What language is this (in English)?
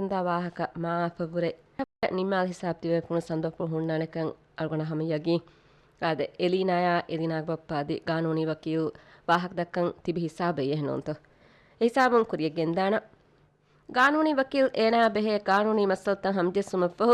Divehi